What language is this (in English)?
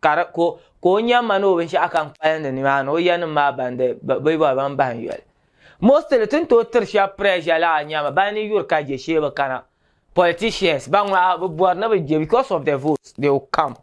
Dagbani